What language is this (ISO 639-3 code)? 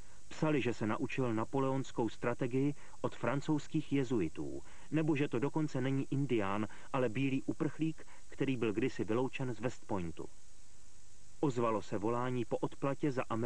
ces